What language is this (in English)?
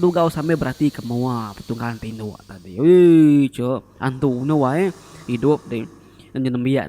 Iban